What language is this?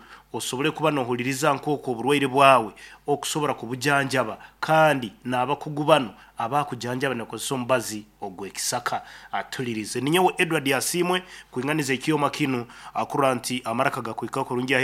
Nyankole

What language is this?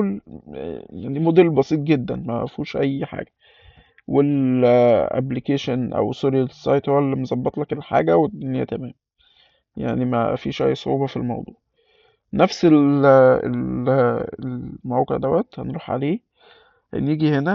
Egyptian Arabic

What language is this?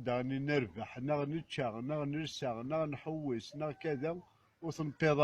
Kabyle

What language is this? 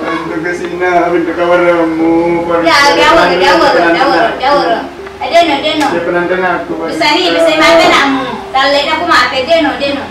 Buginese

